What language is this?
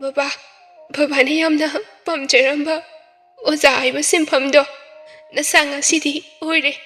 Manipuri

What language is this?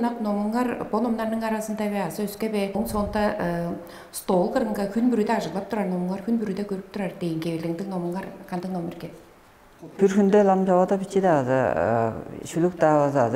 Tuvinian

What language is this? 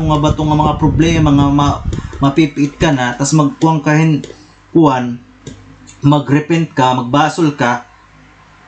Waray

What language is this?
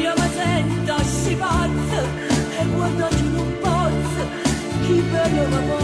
Neapolitan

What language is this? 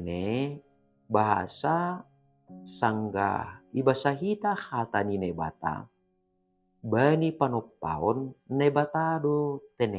Batak Simalungun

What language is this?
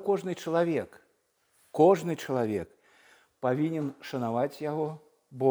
Belarusian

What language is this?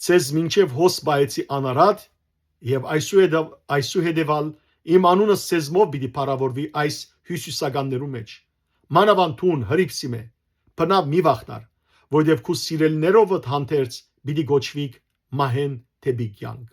Western Armenian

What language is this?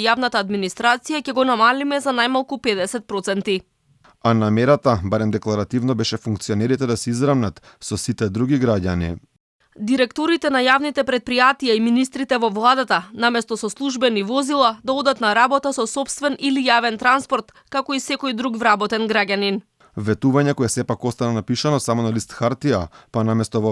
Macedonian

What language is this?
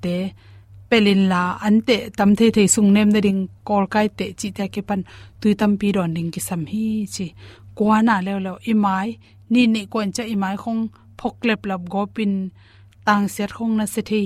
Tedim Chin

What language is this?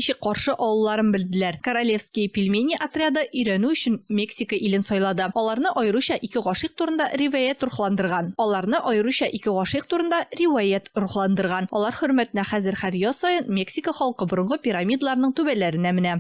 Tatar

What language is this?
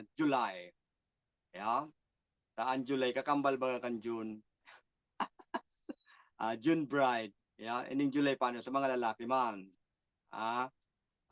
Bikol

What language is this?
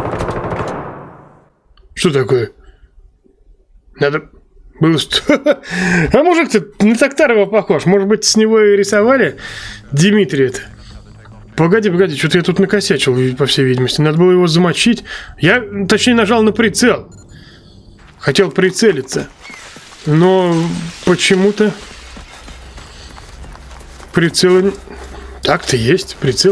Russian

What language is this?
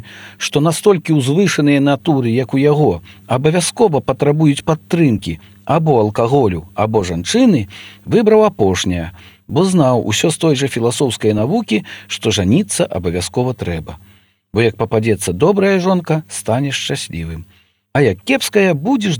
Belarusian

